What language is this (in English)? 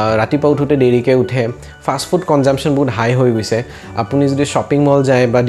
Assamese